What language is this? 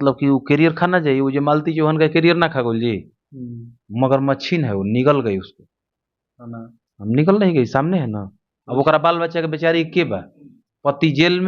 Bhojpuri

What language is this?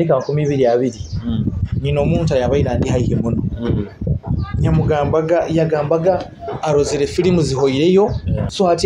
Nyoro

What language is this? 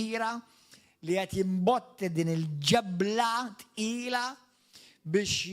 Maltese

